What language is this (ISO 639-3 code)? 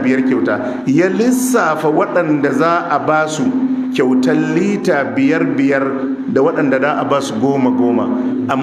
hau